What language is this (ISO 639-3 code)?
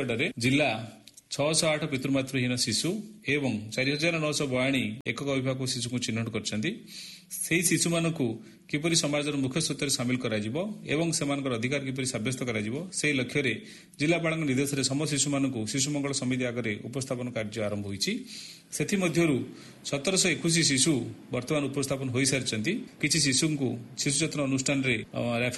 ori